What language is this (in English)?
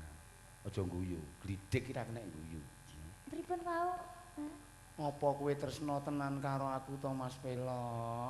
Javanese